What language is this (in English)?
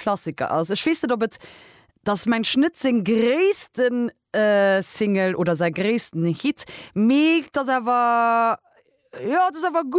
Luxembourgish